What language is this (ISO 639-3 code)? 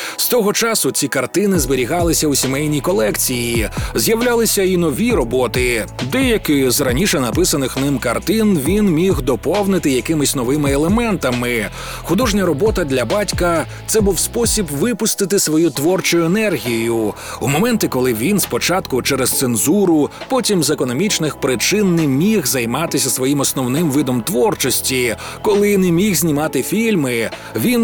ukr